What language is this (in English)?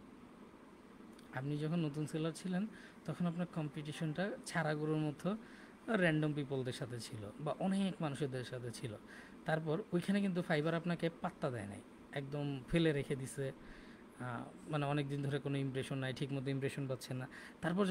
Bangla